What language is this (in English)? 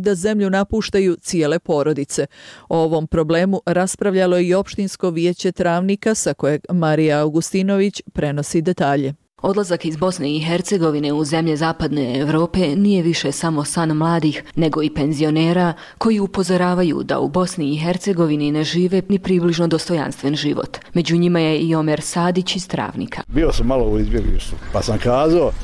Bosnian